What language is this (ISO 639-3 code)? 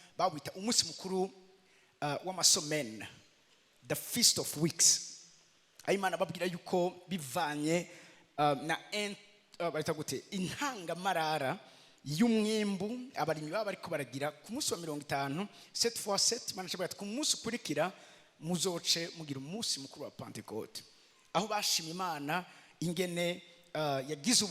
run